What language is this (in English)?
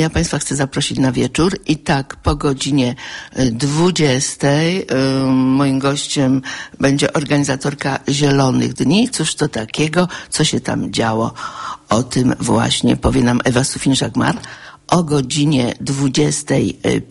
Polish